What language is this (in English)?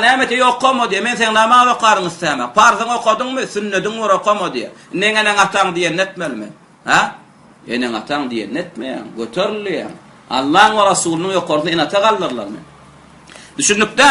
Turkmen